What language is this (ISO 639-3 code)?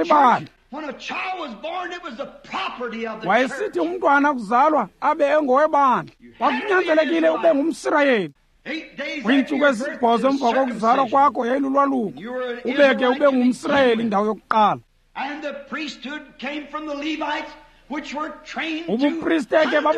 xho